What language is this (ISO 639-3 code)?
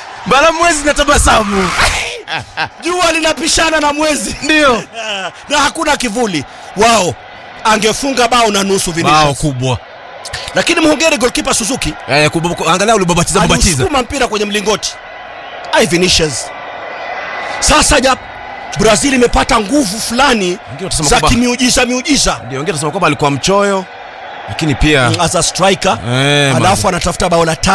swa